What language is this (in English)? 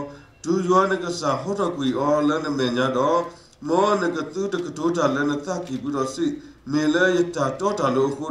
S'gaw Karen